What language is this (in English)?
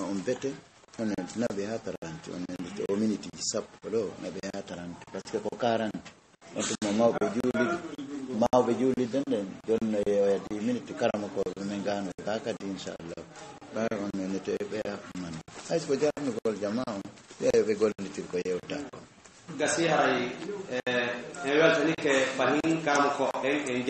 Fula